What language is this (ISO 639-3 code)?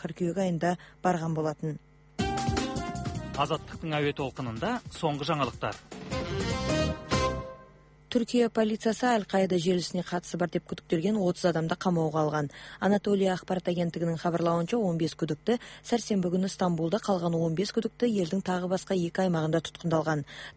kaz